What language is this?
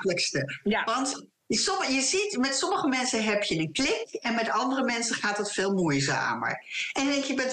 Dutch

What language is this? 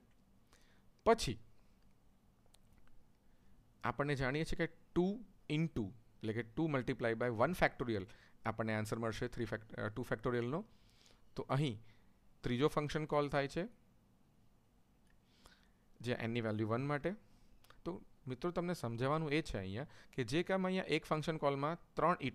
Gujarati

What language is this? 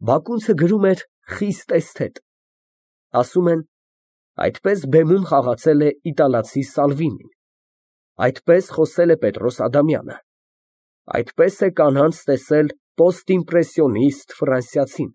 Armenian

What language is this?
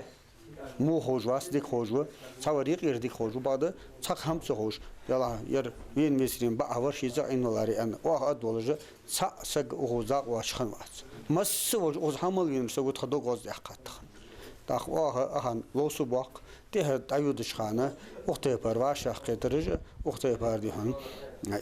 Ingush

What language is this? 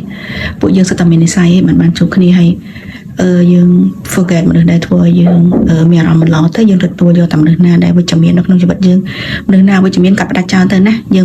Khmer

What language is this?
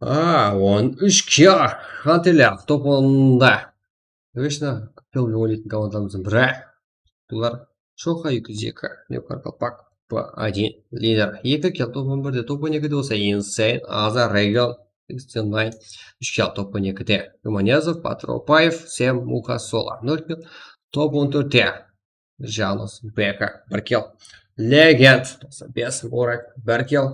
Kara-Kalpak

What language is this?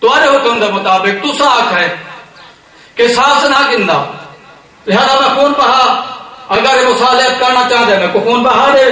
Saraiki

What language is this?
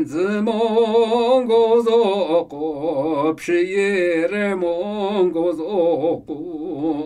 Namuyi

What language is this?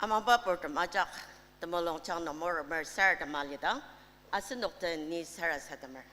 Ao Naga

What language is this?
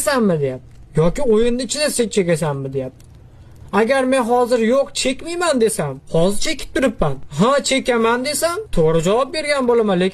Uzbek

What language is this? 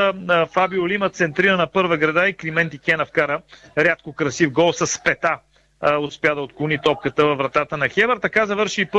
Bulgarian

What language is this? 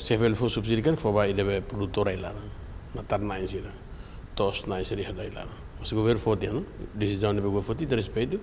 Tetum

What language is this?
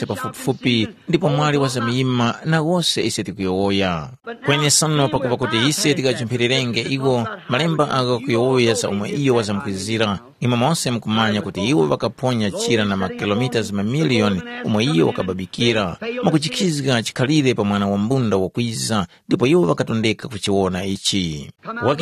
Tumbuka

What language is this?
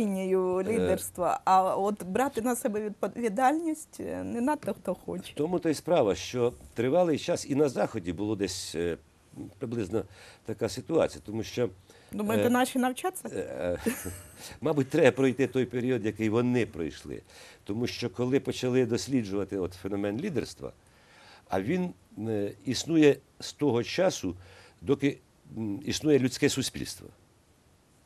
Ukrainian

